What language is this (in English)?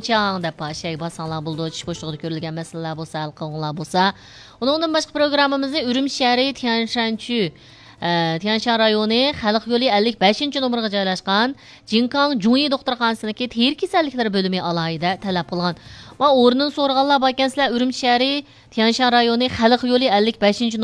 Uyghur